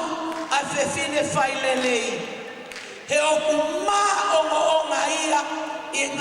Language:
Tongan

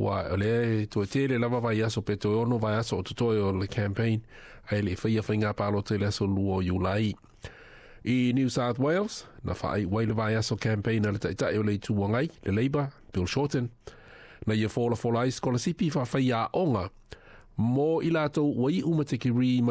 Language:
Samoan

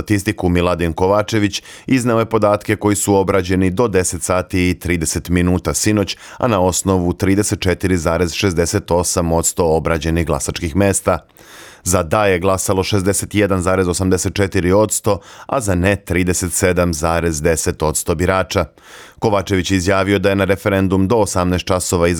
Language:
Serbian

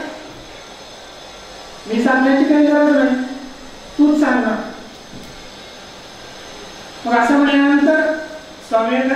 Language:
Marathi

